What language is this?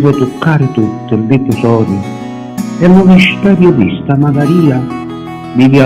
Sicilian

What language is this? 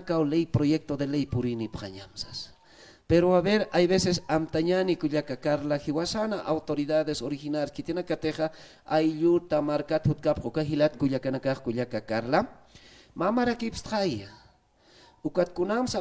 Aymara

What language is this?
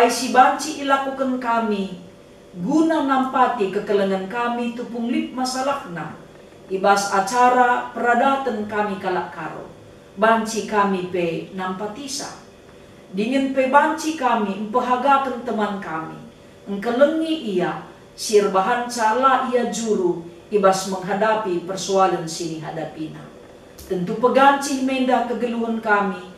Batak Karo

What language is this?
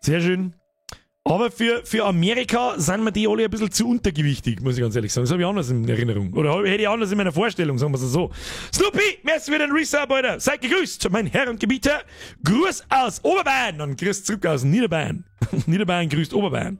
Bavarian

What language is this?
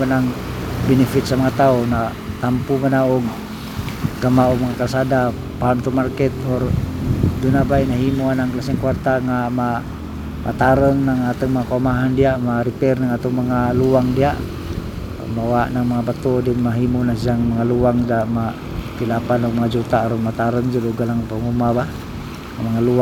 Cebuano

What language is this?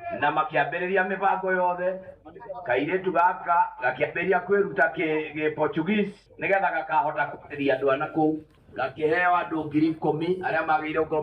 Kikuyu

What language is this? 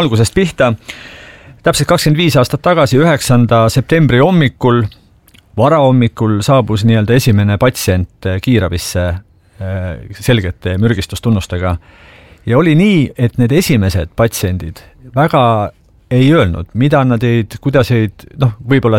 Estonian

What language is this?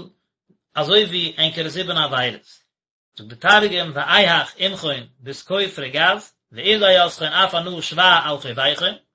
Yiddish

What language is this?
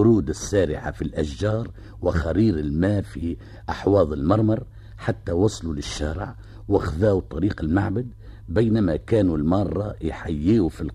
Tunisian Arabic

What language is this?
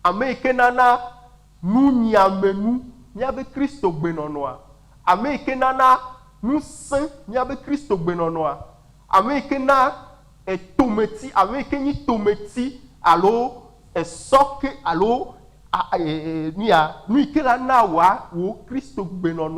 Ewe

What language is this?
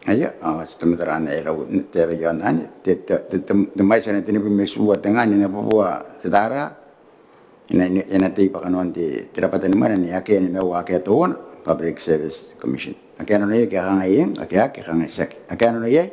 Gilbertese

